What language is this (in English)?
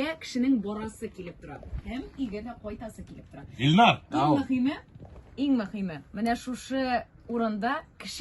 Tatar